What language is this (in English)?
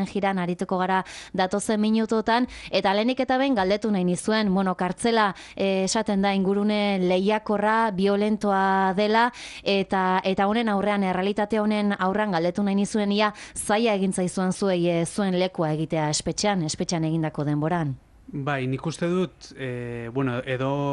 Basque